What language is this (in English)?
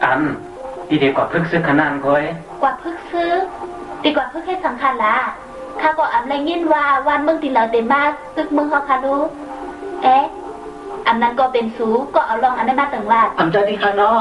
Shan